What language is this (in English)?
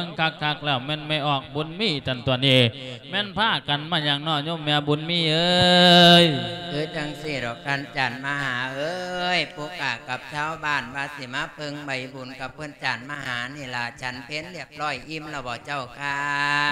Lao